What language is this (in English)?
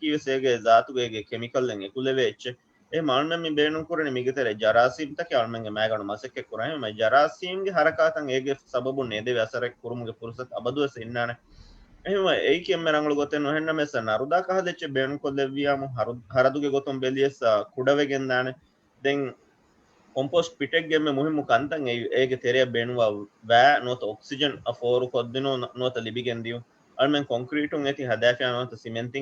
Divehi